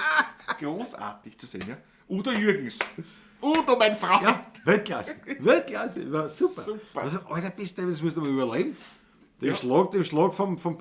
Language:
Bavarian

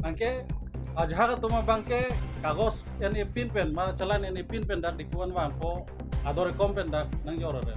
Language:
Karbi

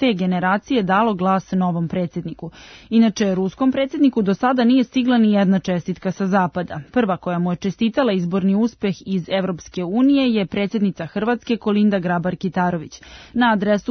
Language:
Serbian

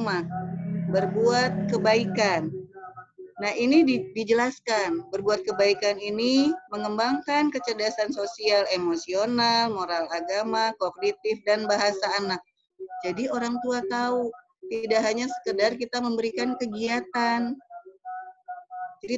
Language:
Indonesian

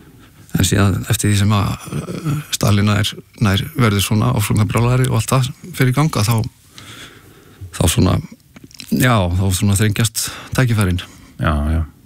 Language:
Icelandic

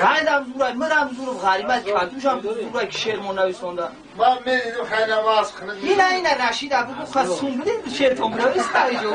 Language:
Tajik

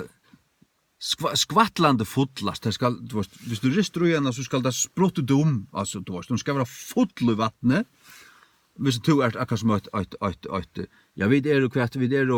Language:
Faroese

